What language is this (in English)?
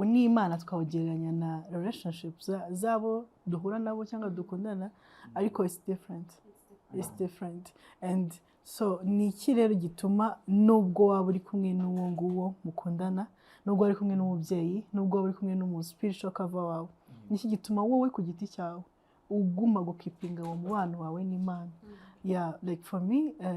Kinyarwanda